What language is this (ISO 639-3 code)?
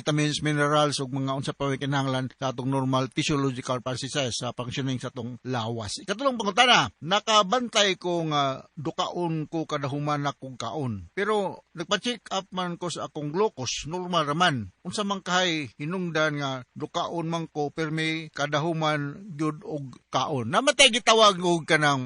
ceb